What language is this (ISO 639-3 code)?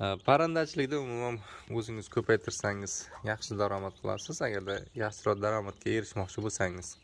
uzb